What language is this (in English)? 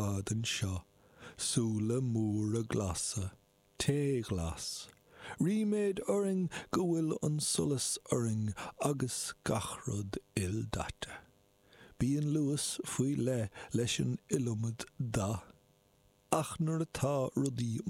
Irish